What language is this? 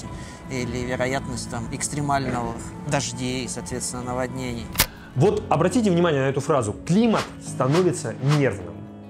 Russian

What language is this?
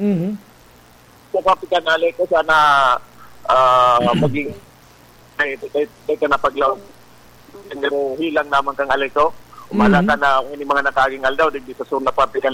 Bikol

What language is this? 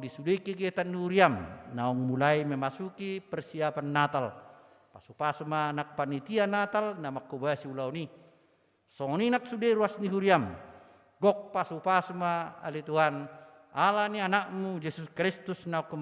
Batak Toba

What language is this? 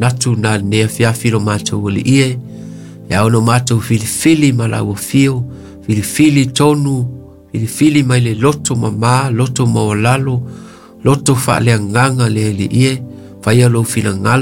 Samoan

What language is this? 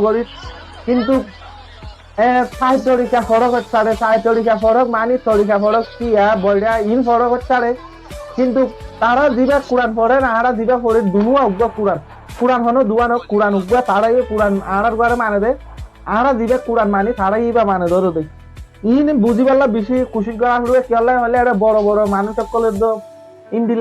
Rohingya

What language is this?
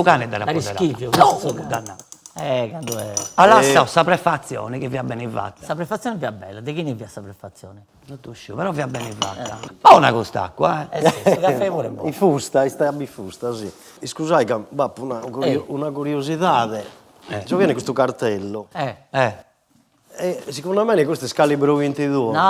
Sardinian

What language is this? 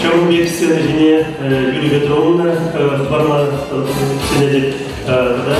Chuvash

